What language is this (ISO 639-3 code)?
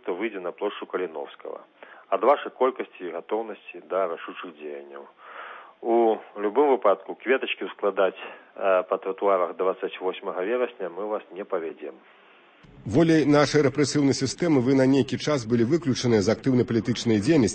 bel